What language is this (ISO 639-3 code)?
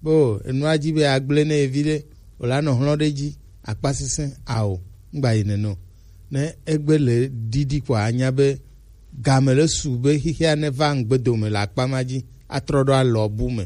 gej